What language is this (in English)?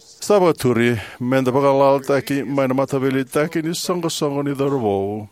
Fijian